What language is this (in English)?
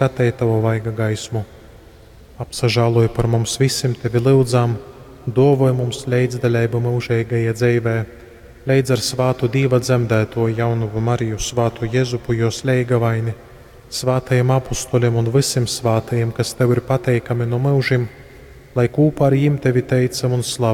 Latgalian